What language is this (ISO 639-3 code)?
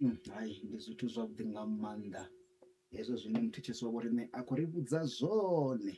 ven